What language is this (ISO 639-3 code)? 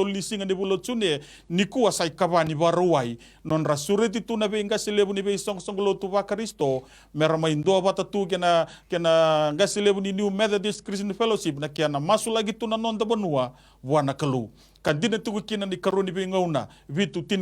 fij